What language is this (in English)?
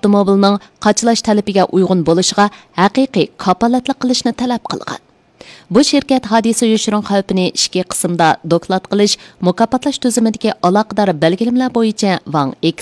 Uyghur